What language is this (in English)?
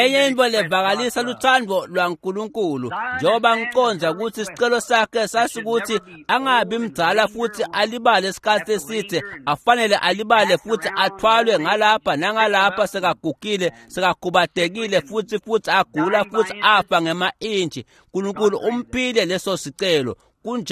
Swati